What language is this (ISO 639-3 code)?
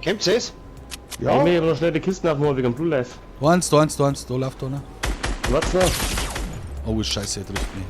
bar